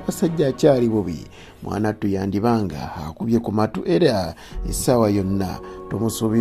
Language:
Ganda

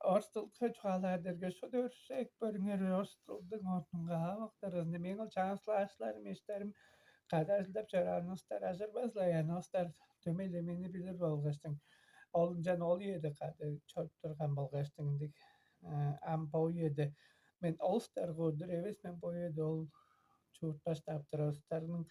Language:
Tuvinian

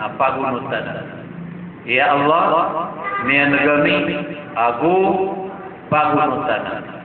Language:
Maranao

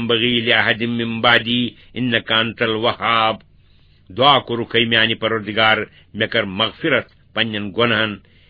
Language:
Kashmiri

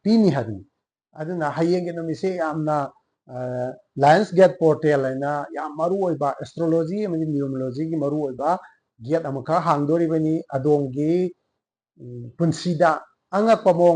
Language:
Manipuri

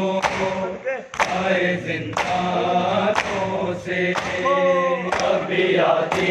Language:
Urdu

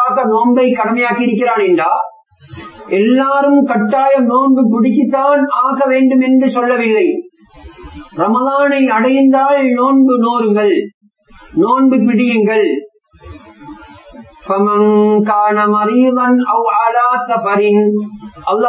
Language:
Tamil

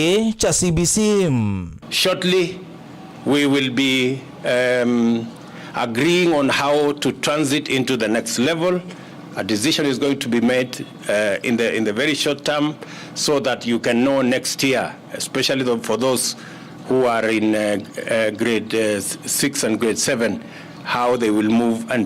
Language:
Kamba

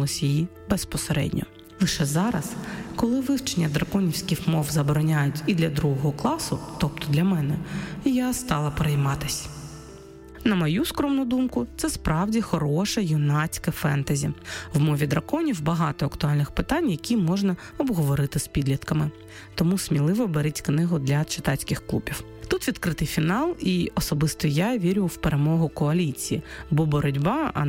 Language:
Ukrainian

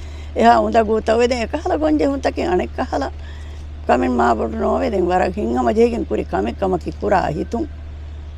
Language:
Divehi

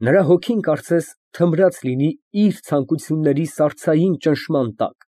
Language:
Armenian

